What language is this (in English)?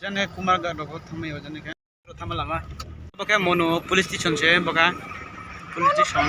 Riang (India)